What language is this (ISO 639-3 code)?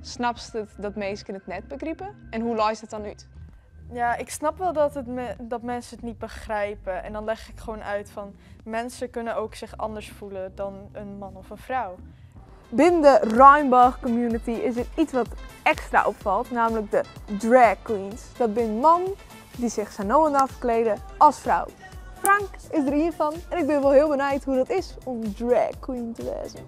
fry